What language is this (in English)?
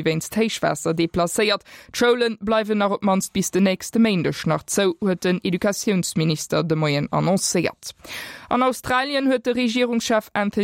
Luxembourgish